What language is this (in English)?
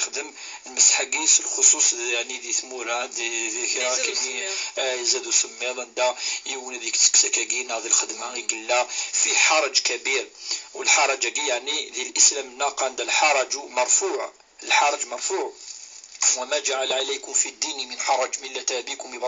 Kabyle